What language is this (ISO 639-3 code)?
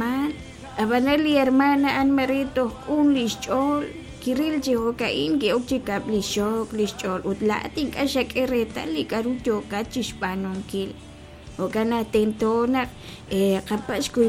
kek